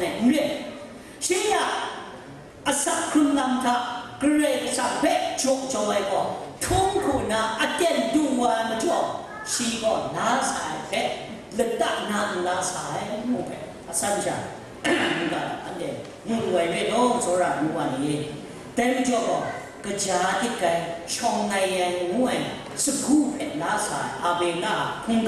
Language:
Kachin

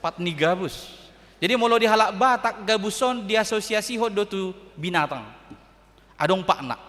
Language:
Batak Toba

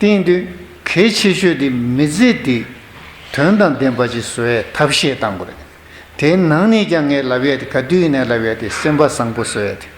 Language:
Tibetan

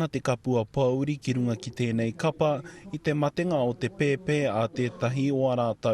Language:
Māori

